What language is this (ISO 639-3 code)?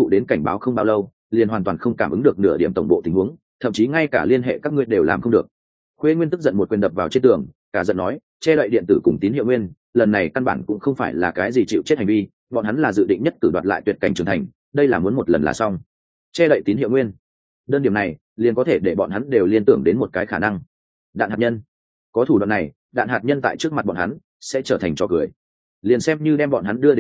vie